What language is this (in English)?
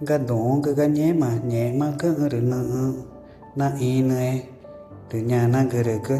Ticuna